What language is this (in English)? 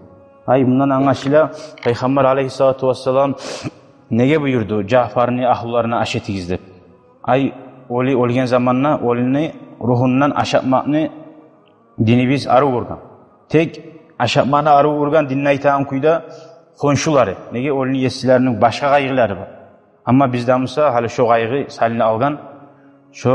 Kumyk